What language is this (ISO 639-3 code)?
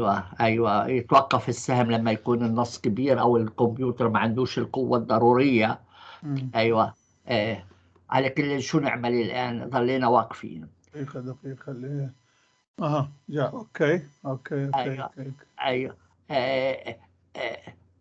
apc